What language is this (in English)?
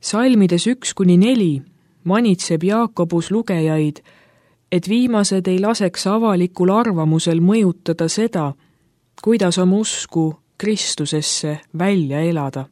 Estonian